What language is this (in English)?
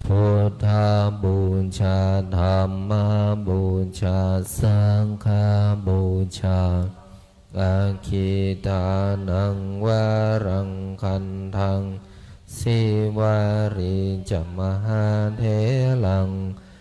Pali